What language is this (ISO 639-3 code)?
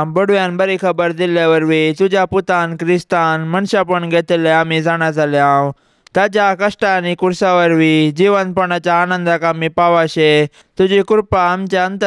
kok